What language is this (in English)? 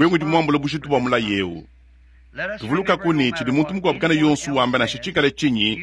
Luba-Lulua